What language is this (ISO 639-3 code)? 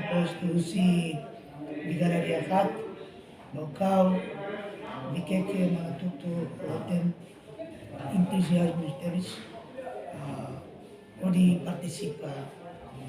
tet